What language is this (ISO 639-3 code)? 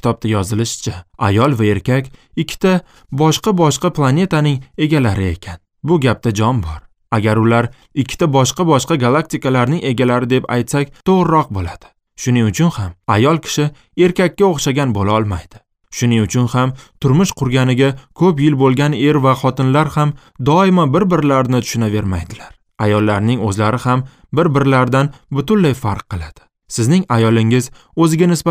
uzb